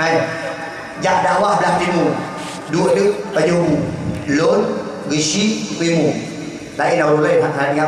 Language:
Achinese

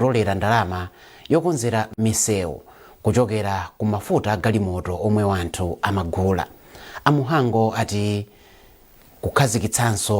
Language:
Nyanja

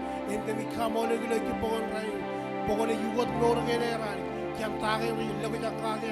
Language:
Marshallese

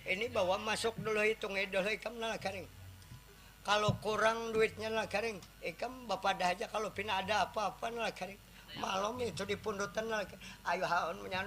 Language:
Banjar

